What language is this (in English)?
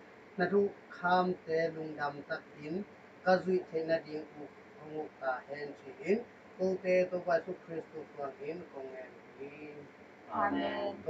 Tedim Chin